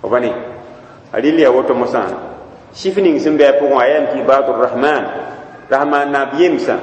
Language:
Mossi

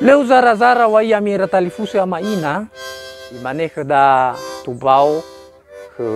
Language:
Nias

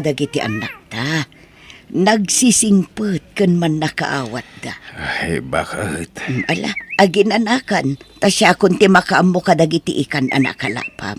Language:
Iloko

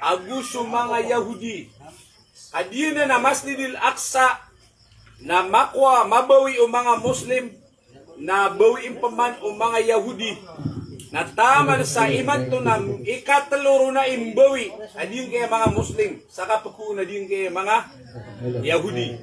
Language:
Maranao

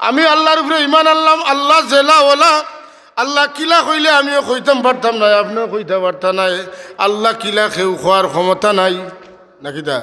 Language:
Sylheti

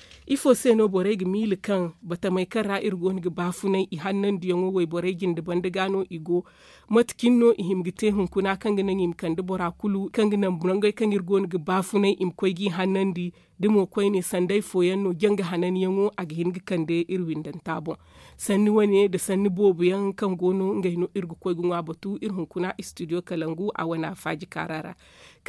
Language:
Zarma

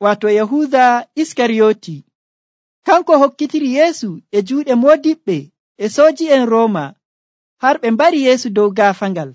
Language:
Nigerian Fulfulde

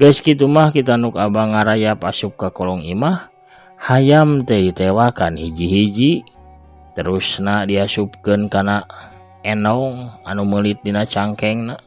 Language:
Sundanese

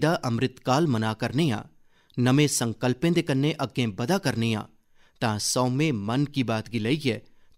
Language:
Dogri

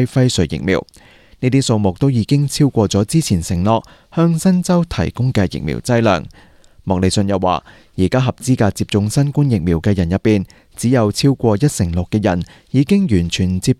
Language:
Cantonese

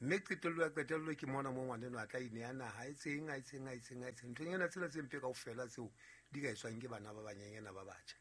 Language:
Southern Sotho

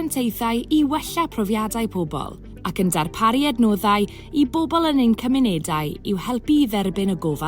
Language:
Welsh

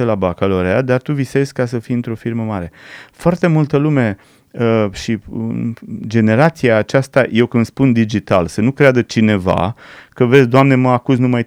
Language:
Romanian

